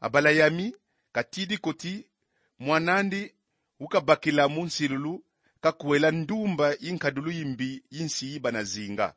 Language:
Kongo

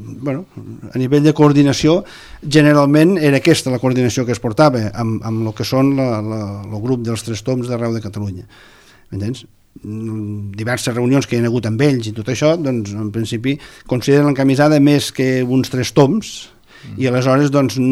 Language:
Catalan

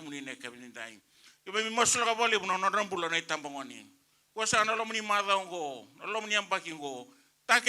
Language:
Fijian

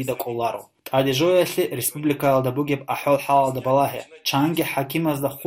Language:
Avaric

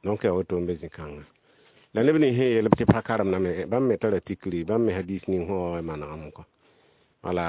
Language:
Mossi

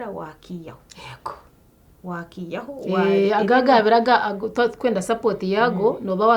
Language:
Nyankole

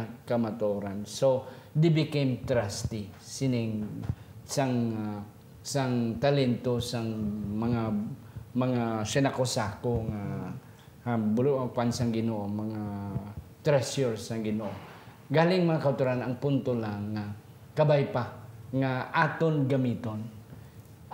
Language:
Hiligaynon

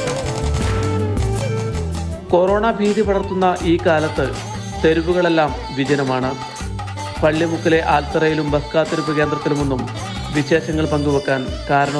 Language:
Malayalam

